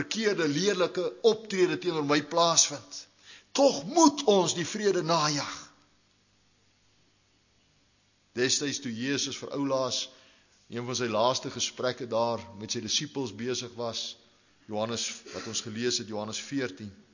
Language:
Afrikaans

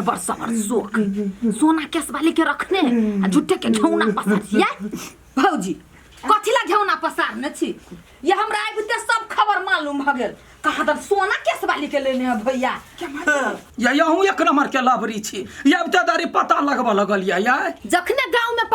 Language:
Maithili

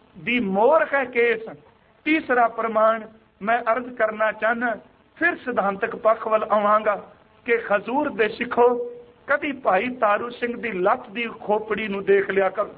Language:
Punjabi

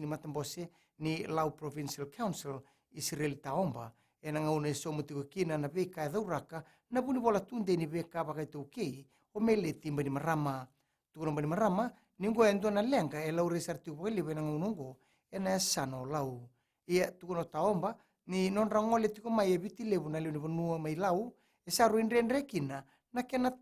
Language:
Fijian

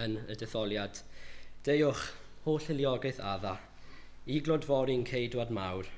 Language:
Welsh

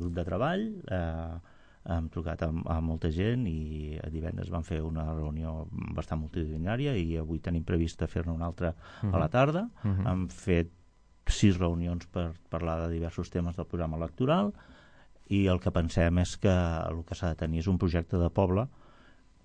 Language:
Catalan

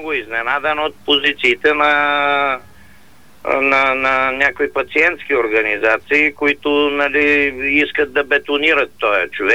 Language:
Bulgarian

